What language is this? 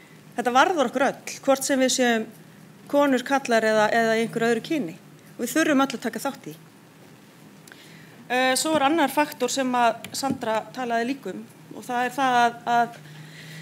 Icelandic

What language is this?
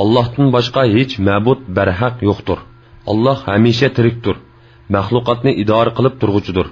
Uyghur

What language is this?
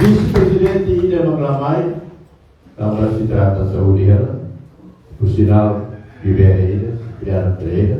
Tetum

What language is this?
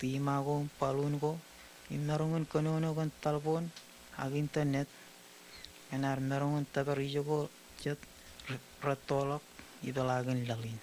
Marshallese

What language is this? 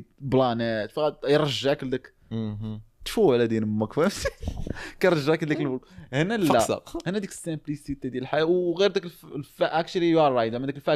Moroccan Arabic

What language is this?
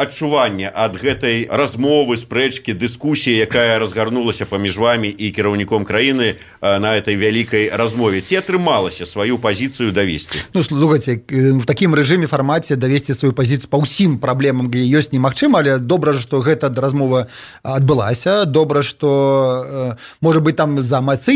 Belarusian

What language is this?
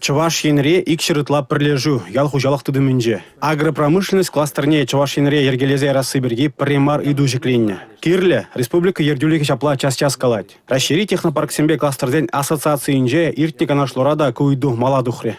Chuvash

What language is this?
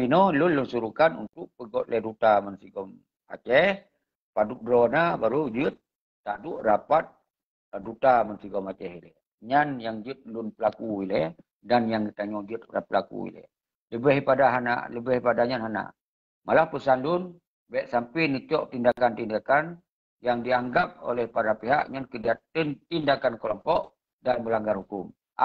Achinese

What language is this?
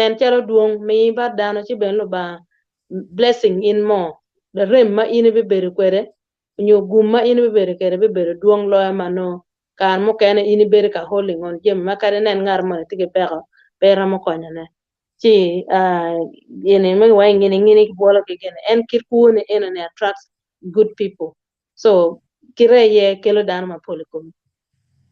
Acoli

